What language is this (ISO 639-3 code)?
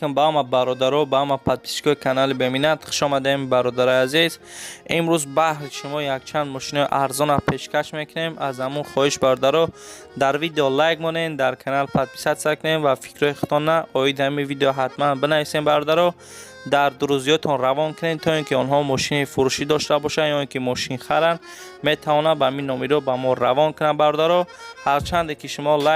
tgk